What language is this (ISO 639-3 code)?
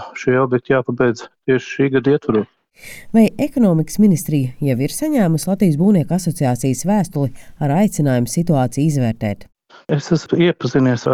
lav